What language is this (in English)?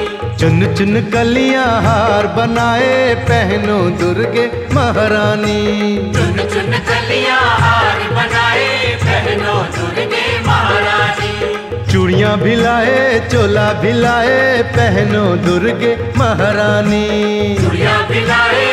Hindi